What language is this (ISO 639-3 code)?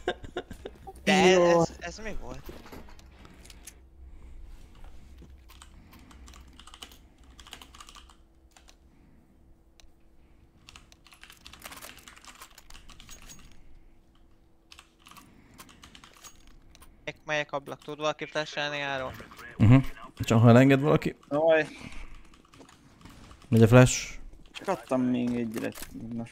hun